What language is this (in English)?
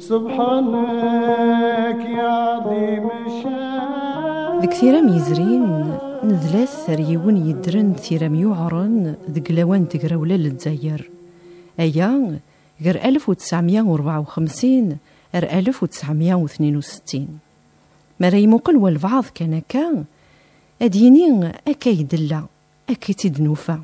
Kabyle